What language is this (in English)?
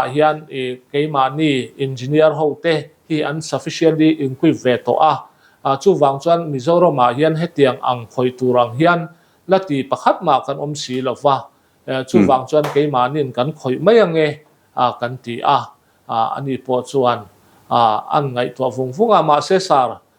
Mizo